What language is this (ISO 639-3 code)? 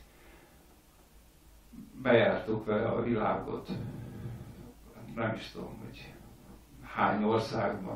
hun